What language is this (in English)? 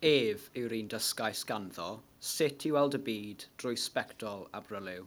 Welsh